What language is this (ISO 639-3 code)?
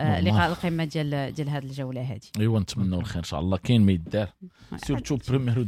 ary